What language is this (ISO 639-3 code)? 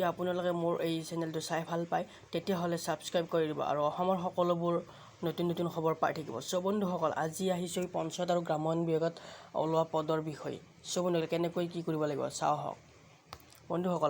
asm